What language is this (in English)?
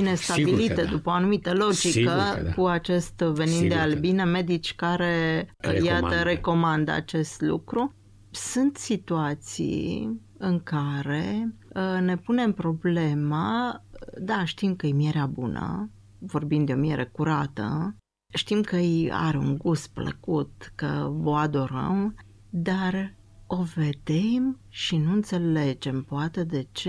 Romanian